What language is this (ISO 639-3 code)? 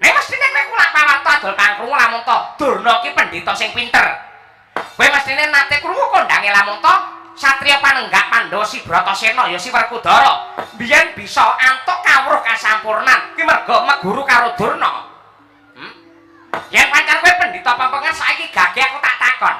jav